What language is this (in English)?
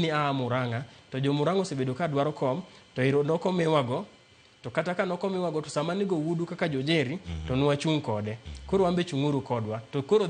Luo (Kenya and Tanzania)